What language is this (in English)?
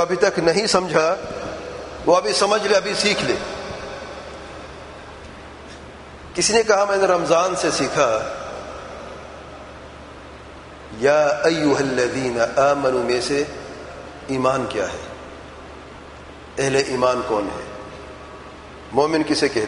Urdu